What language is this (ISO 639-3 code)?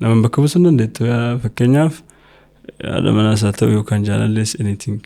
orm